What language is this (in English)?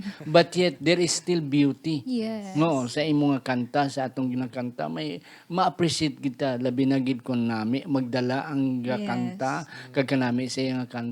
Hiligaynon